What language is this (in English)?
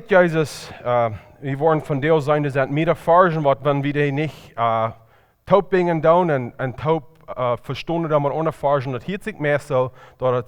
Plautdietsch